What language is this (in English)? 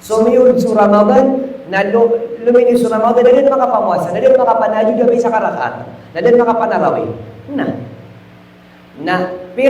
Maranao